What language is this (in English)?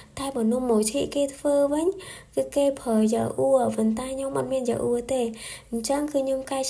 Khmer